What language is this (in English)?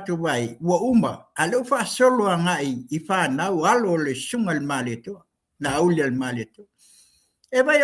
Samoan